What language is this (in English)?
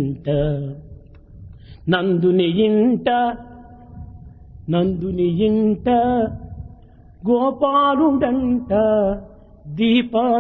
Telugu